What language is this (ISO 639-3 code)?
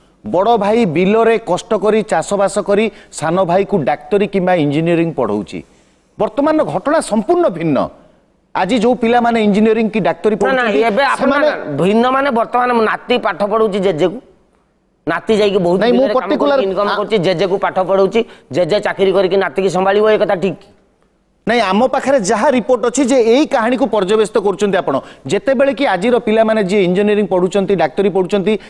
ori